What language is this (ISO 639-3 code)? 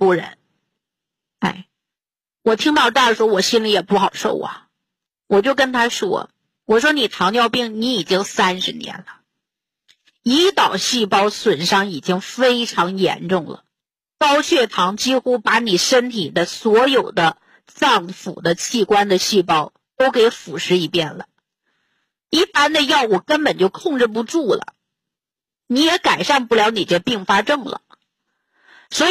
zho